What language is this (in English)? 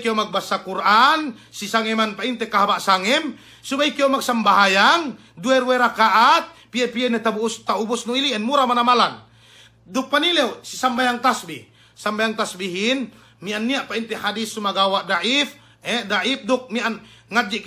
Yakan